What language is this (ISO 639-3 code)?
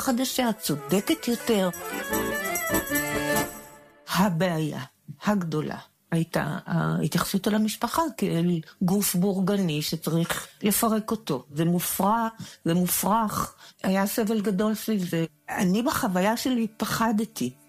heb